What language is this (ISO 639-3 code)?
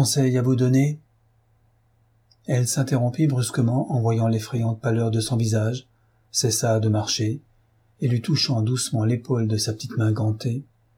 fra